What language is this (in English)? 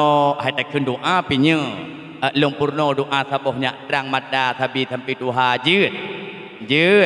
Achinese